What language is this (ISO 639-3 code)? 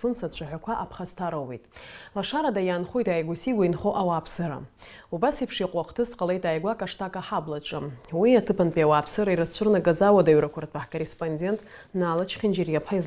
abk